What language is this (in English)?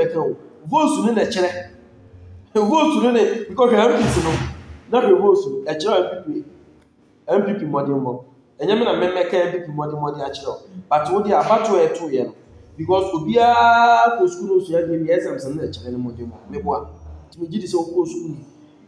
Akan